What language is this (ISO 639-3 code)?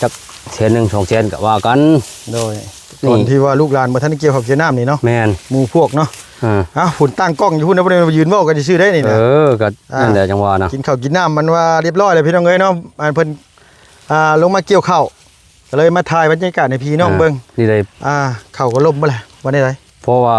lao